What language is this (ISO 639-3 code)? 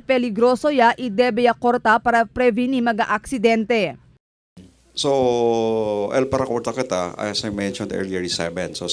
cbk